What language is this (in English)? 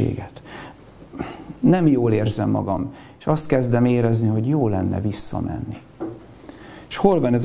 Hungarian